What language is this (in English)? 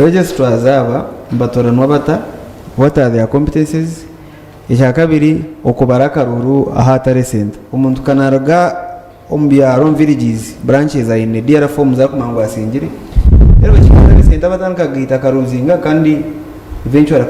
Nyankole